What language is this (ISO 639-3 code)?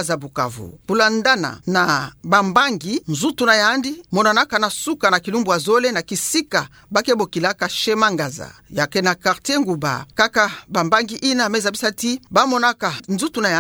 ktu